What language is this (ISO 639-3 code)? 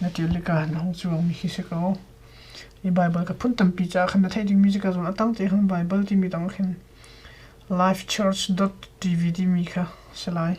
cnh